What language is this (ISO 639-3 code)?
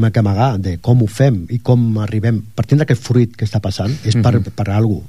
cat